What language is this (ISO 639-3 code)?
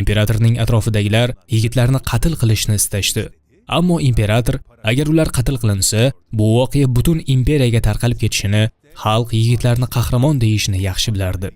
uzb